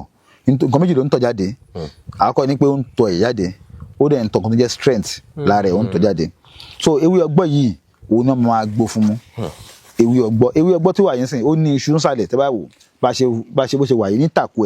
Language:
Yoruba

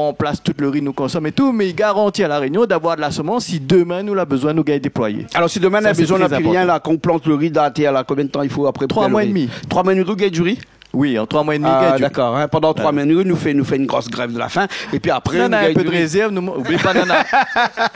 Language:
Réunion Creole French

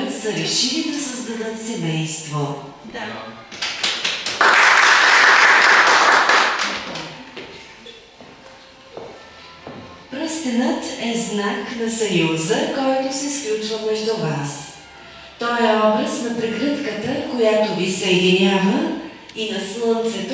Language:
Bulgarian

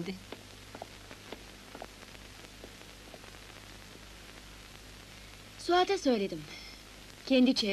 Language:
Turkish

